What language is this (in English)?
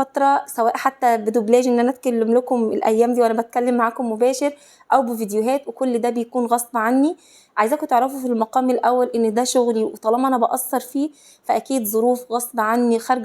Egyptian Arabic